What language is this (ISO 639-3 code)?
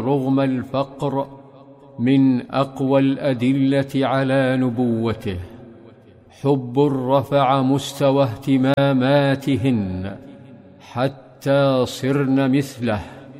ara